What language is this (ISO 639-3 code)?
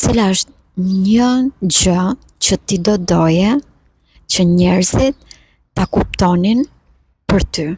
sqi